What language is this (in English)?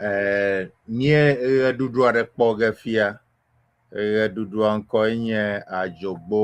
Ewe